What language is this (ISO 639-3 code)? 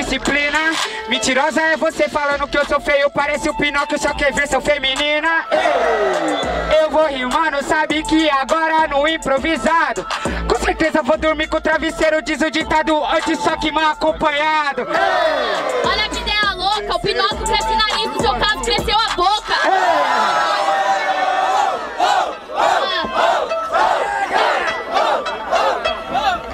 por